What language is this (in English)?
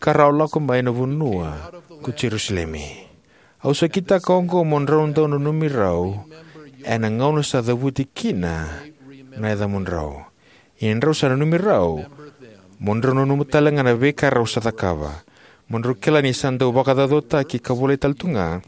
Fijian